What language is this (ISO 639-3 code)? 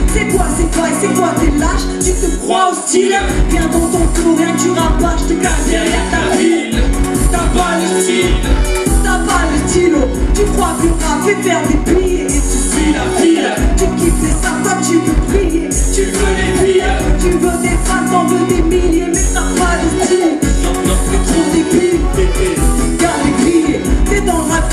fra